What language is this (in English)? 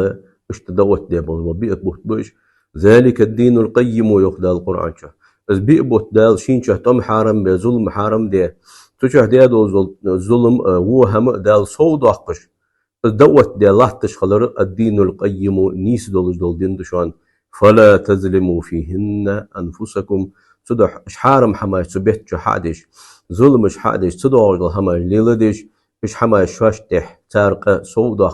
Ingush